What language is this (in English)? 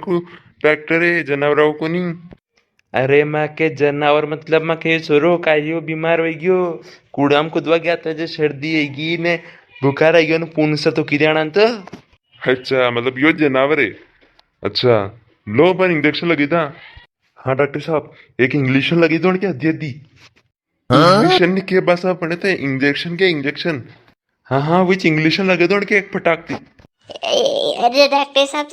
Rajasthani